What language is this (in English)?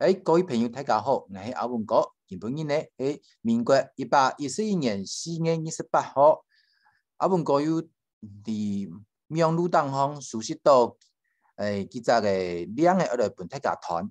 Hakka Chinese